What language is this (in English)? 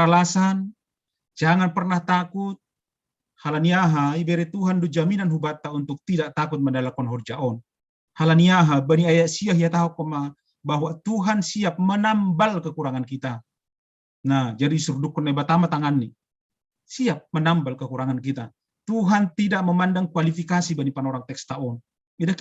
Batak Simalungun